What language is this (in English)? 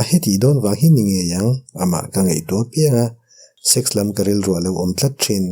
Mizo